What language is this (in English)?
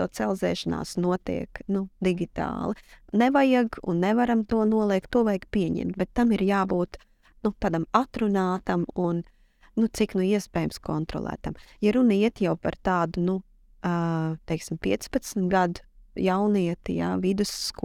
Latvian